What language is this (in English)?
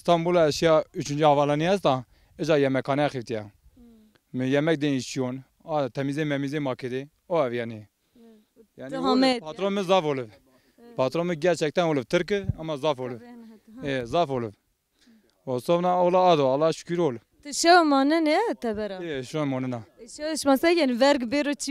Zaza